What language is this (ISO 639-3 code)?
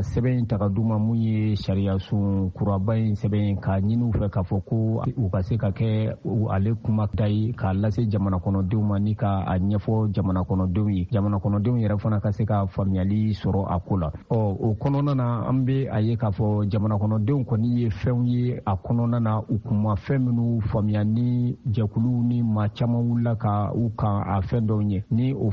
bam